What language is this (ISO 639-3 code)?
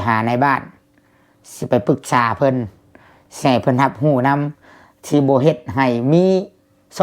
lao